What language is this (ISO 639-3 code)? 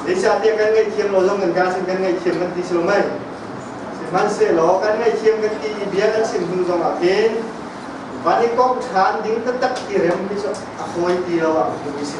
cnh